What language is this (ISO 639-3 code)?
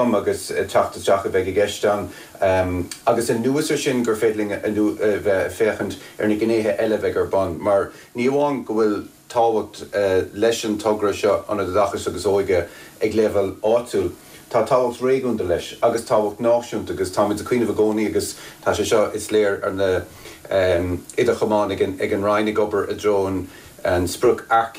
gle